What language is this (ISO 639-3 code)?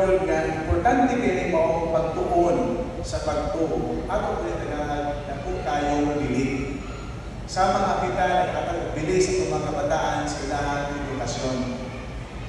ceb